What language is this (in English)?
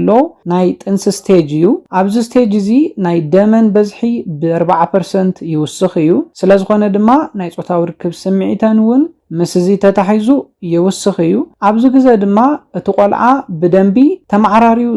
Tigrinya